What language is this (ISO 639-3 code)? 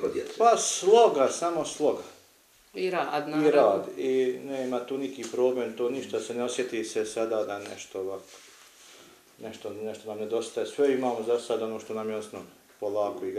bos